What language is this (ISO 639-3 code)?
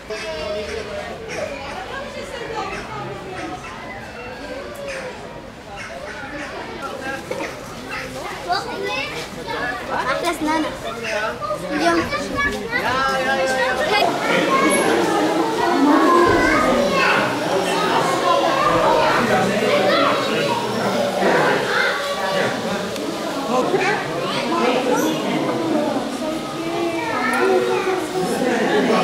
nld